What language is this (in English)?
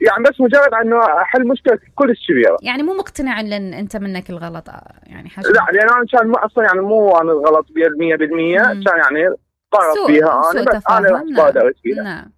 Mesopotamian Arabic